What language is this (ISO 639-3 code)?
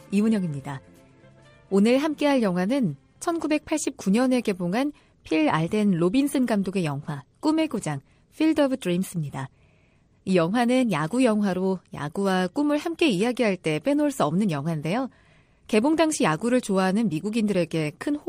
kor